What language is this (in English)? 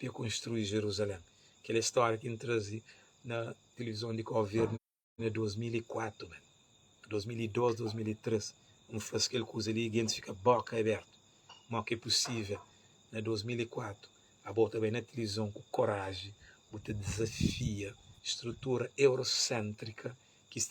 Kabuverdianu